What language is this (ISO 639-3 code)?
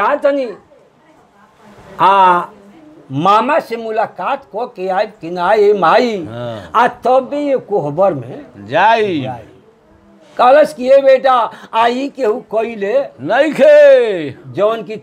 bho